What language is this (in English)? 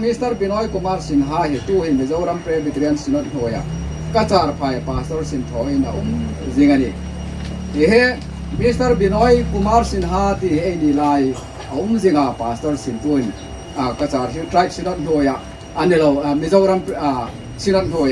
Hmar